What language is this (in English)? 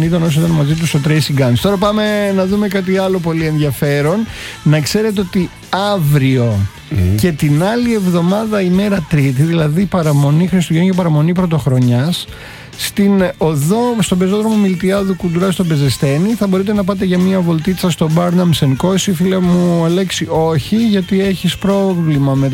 Greek